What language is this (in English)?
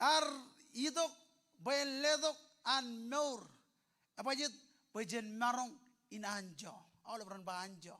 Marshallese